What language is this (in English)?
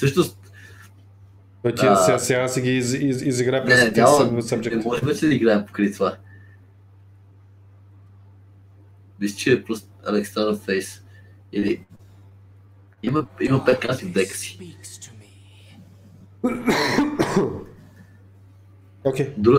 Bulgarian